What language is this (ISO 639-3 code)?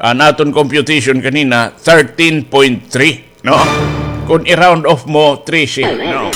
war